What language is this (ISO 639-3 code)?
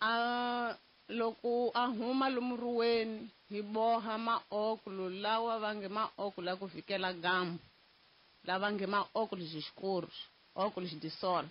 tso